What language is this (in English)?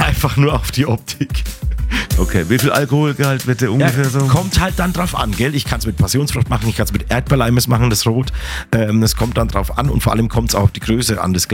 German